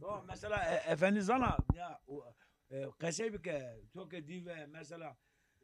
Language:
Zaza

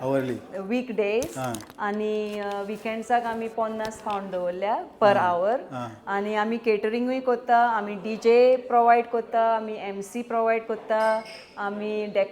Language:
Konkani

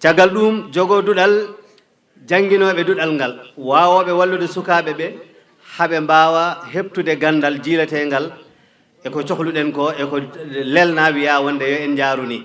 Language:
Fula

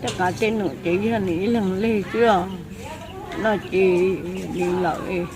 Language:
Hmong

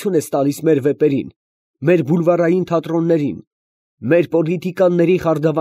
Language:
Armenian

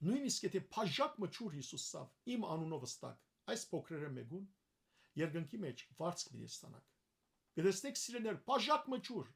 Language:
Western Armenian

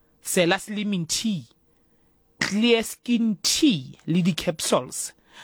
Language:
Southern Sotho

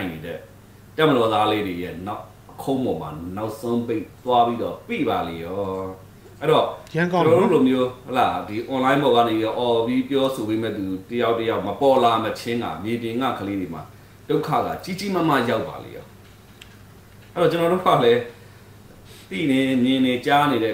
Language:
Burmese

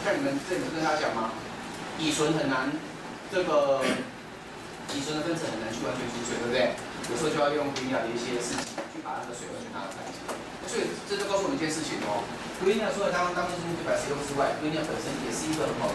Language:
Chinese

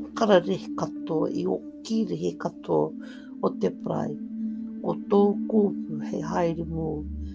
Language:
Māori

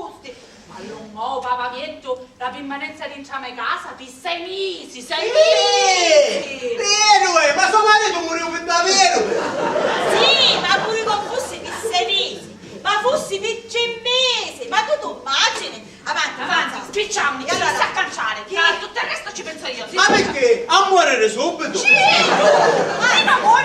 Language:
Sicilian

